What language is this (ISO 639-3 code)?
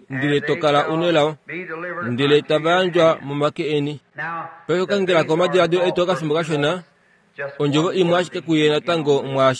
kua